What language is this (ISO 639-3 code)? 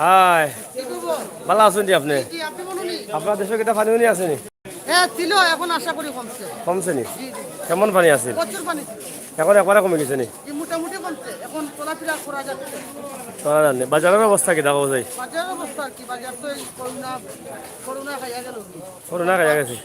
syl